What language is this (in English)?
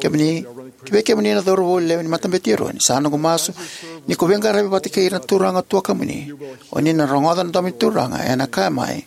Fijian